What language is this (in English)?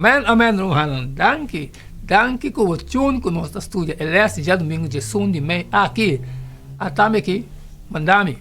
Papiamento